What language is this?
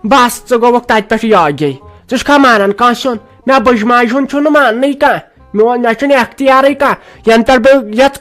Kashmiri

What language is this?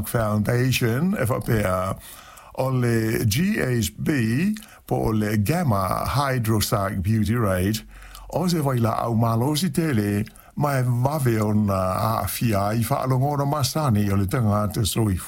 Samoan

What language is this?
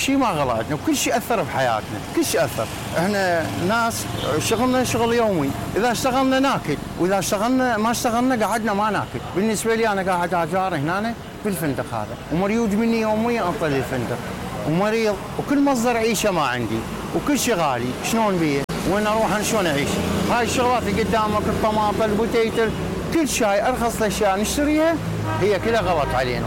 Mesopotamian Arabic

